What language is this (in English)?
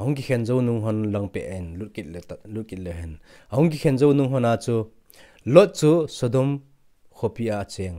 Thado Chin